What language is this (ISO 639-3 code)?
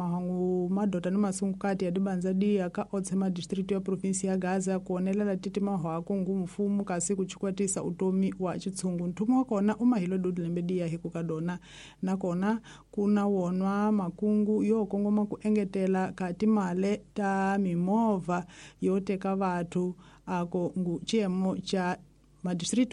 tso